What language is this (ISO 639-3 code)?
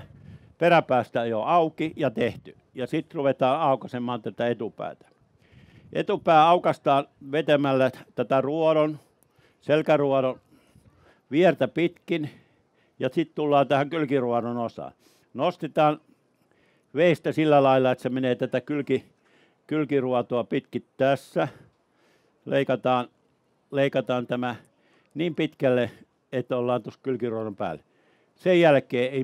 fin